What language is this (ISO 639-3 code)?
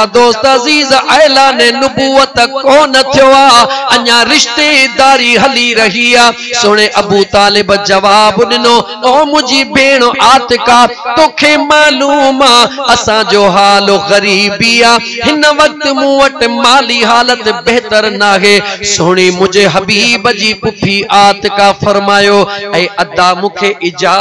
snd